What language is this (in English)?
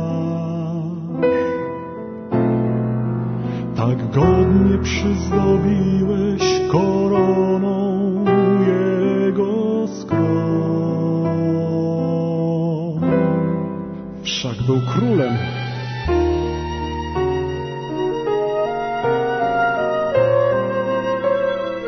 Polish